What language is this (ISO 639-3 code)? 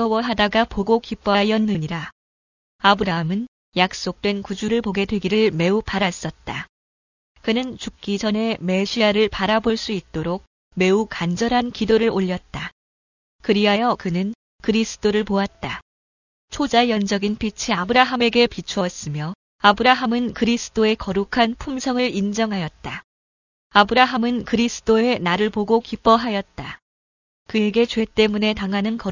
kor